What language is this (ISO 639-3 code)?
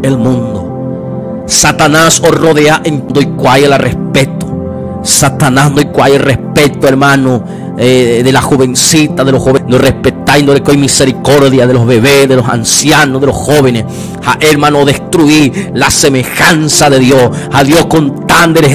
grn